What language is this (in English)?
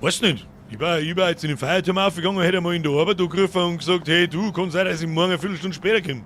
Bavarian